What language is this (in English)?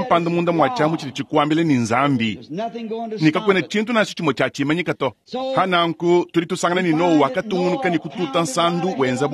Luba-Lulua